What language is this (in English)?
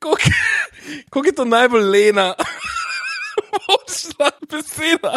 Slovenian